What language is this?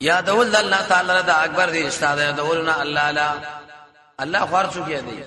Pashto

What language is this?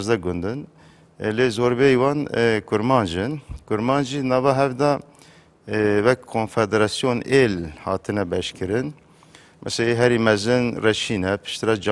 Kurdish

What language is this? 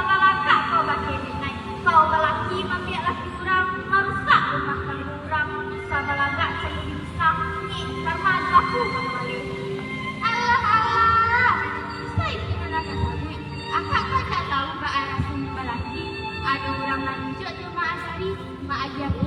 Minangkabau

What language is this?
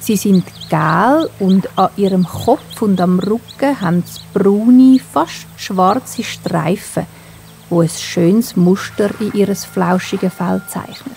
Swiss German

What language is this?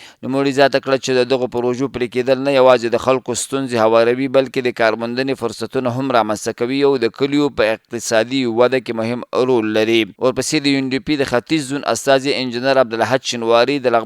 Pashto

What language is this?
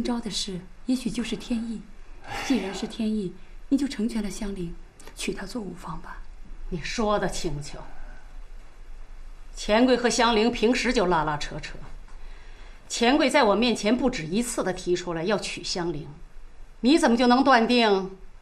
Chinese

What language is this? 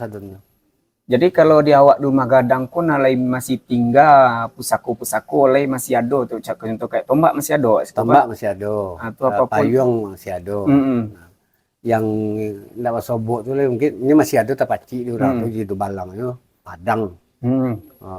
Minangkabau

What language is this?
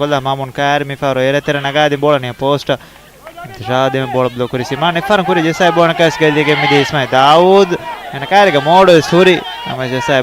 Divehi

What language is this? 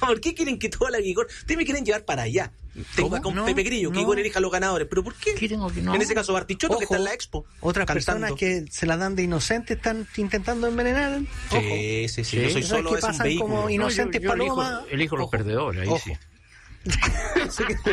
Spanish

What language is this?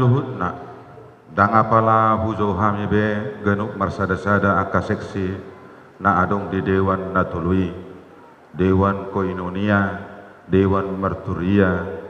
Batak Toba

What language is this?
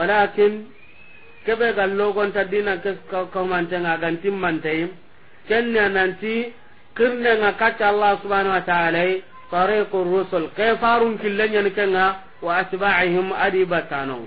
Soninke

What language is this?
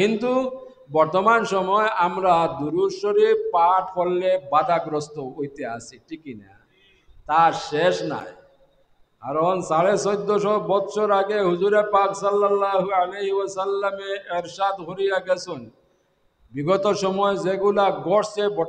Sylheti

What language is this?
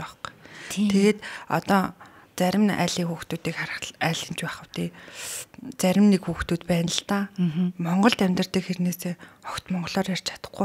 Mongolian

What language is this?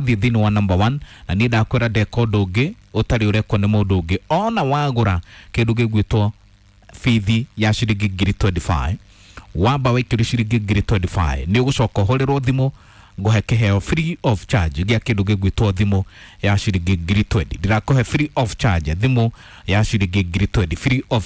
Kikuyu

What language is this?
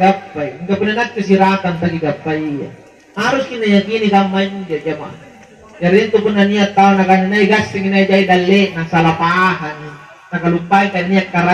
Makasar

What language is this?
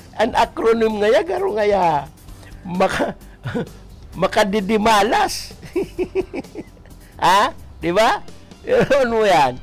Bikol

